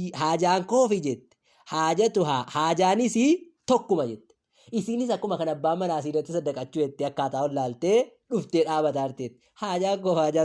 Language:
Oromo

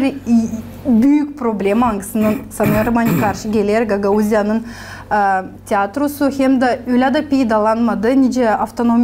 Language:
Gagauz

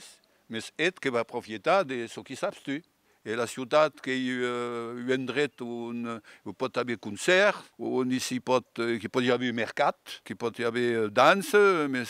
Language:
Occitan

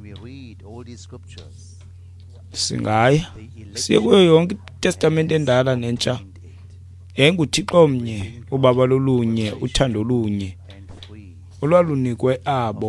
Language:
Xhosa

